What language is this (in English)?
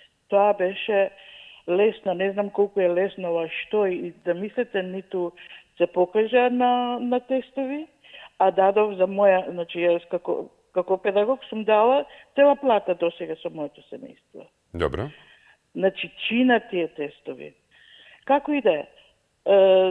Macedonian